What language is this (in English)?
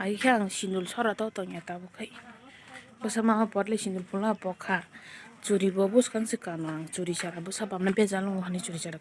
Kok Borok